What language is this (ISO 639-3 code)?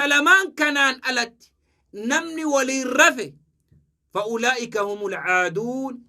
orm